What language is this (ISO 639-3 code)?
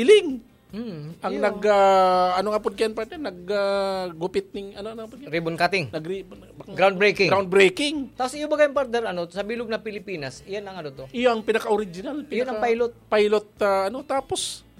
bik